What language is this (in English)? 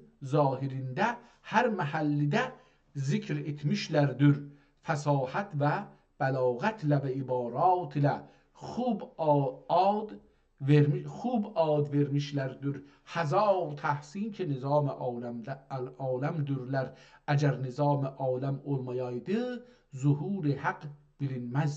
South Azerbaijani